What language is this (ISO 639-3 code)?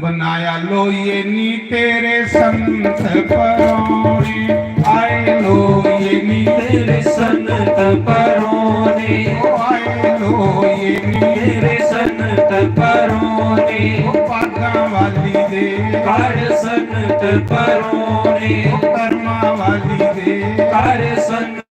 doi